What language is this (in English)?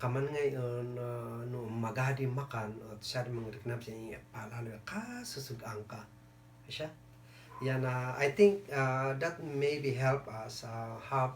Kankanaey